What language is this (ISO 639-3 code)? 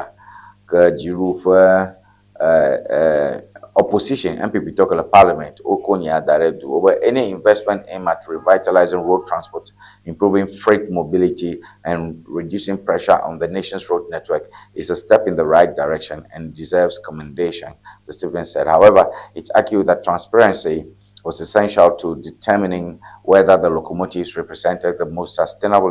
ewe